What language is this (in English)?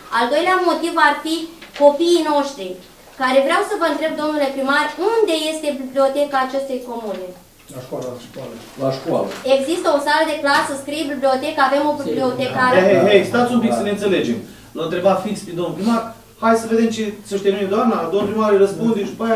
Romanian